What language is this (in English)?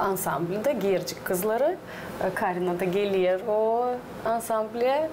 Gagauz